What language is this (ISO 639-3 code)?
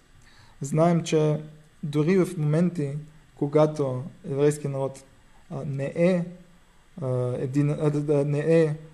bul